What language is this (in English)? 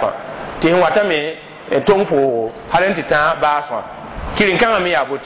Mossi